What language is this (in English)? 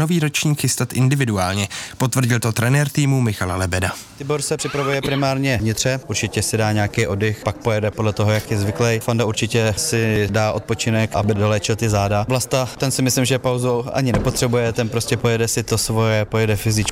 Czech